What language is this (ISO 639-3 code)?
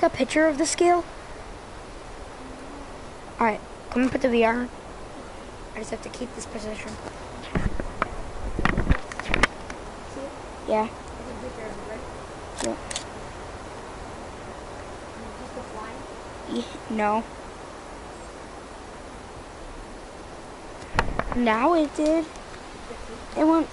eng